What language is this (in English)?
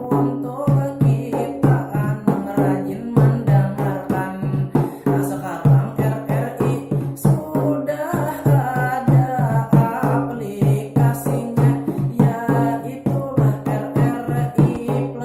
Banjar